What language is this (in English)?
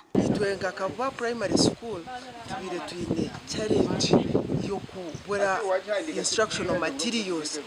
Nyankole